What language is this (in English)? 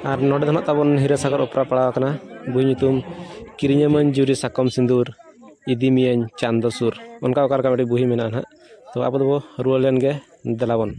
Santali